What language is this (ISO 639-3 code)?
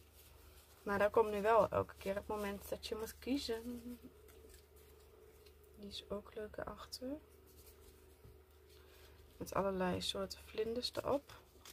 nld